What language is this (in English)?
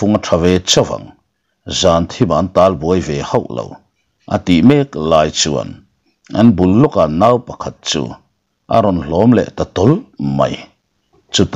Mizo